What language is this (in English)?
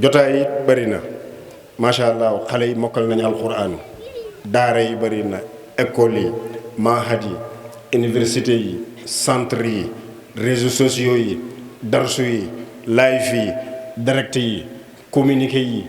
Wolof